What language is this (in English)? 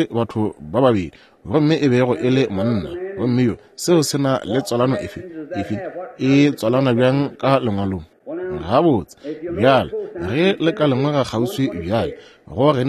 Northern Sotho